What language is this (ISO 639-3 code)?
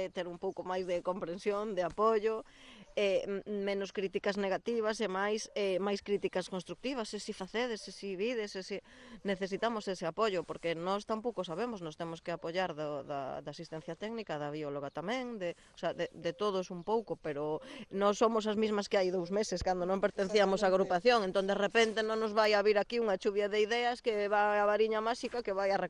glg